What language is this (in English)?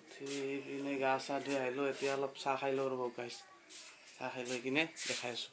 Assamese